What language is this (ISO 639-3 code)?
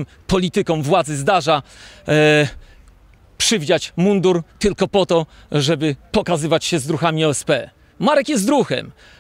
pol